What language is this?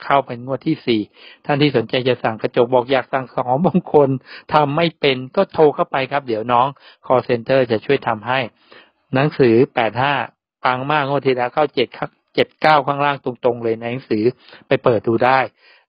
Thai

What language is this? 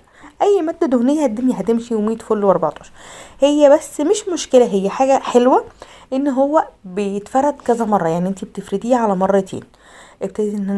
Egyptian Arabic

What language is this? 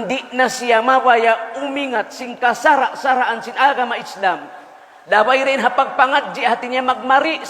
Tausug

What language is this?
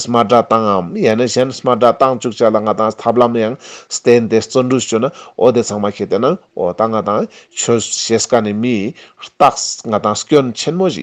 Ladakhi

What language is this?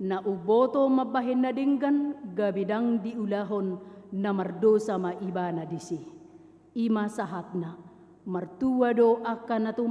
Batak Toba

